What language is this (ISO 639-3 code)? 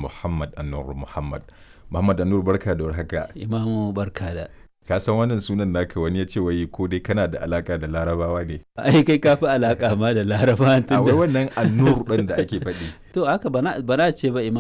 hau